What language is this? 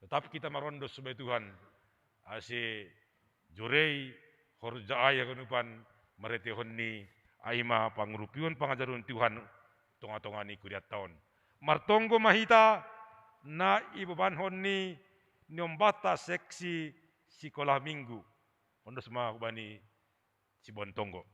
Batak Simalungun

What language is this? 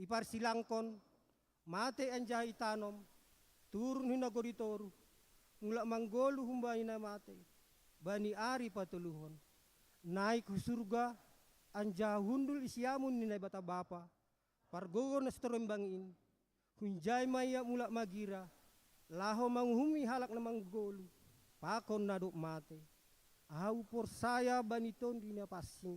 Batak Simalungun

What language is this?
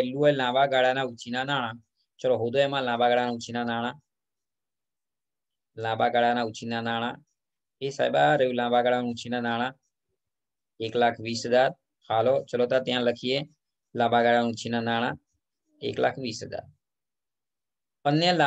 Gujarati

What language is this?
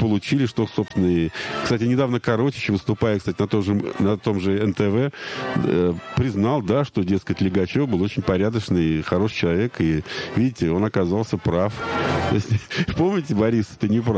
Russian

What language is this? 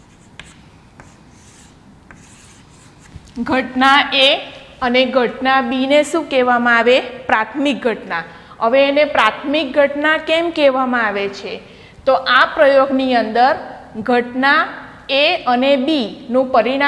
Gujarati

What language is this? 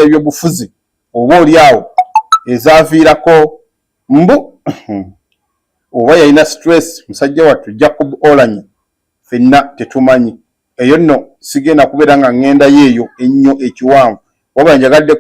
Ganda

